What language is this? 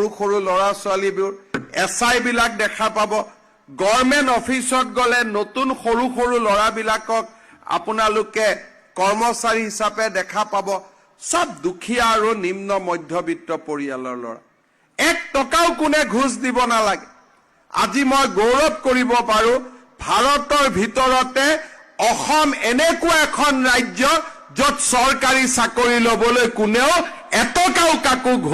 Assamese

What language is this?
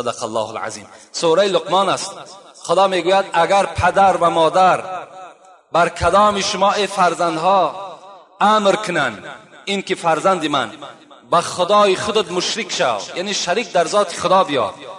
Tajik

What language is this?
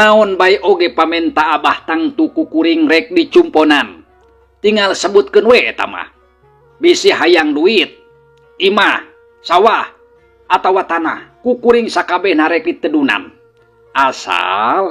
Sundanese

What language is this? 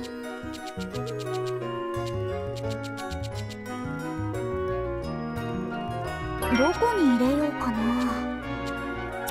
Japanese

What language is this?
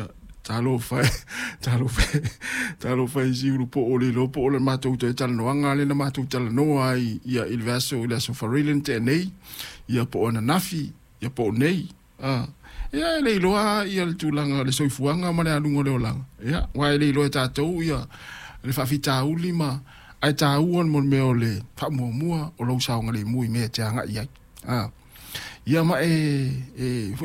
Samoan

